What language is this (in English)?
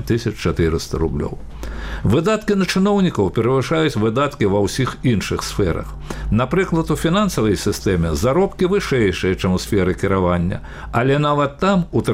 Belarusian